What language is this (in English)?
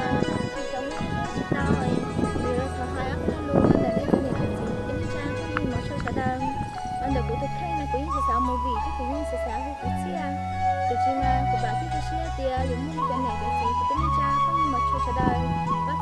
Hmong